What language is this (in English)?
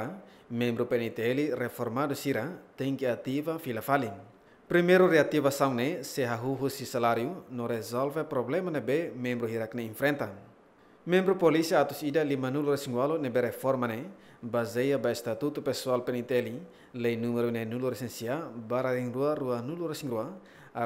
Tetum